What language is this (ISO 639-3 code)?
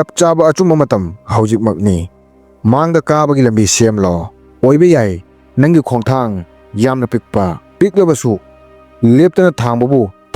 mni